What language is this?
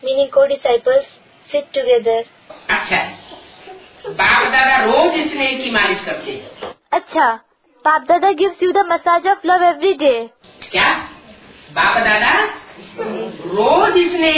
Hindi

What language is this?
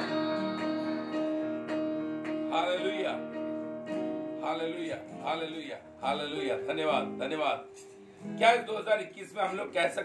Hindi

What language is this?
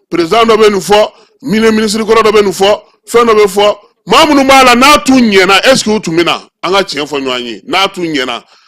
Bambara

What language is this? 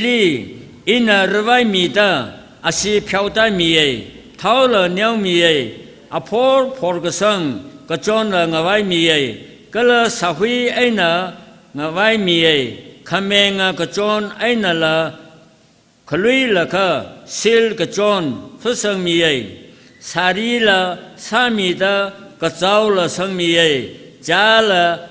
Tangkhul Naga (India)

